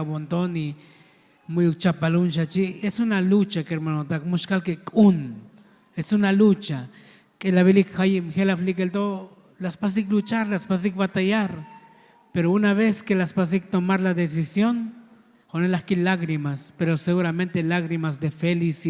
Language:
Tzotzil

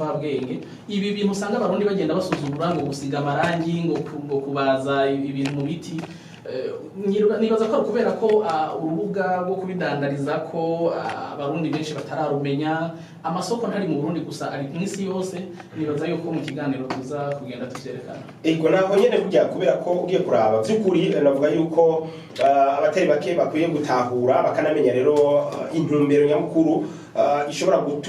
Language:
Rundi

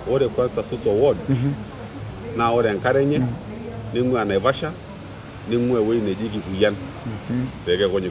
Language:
Masai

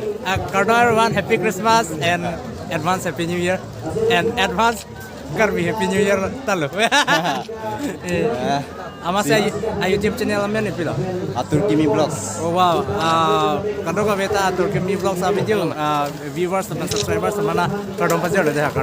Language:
Karbi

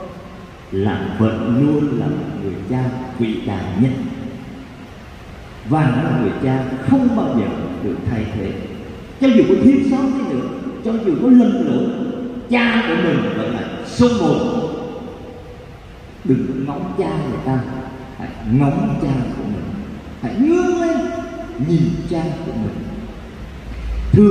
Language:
Vietnamese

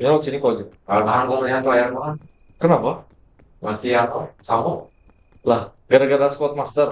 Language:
Banjar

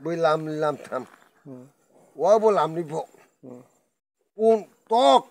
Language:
Kok Borok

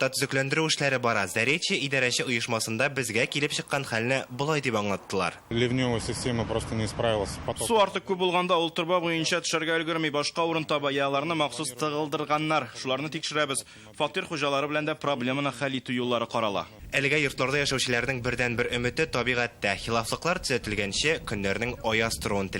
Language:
Tatar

